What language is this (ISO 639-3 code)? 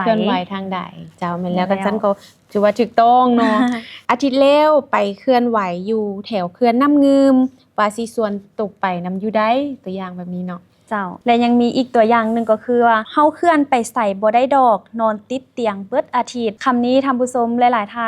lao